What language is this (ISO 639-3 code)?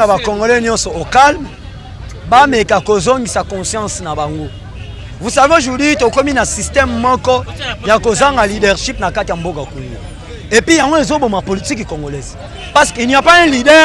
lin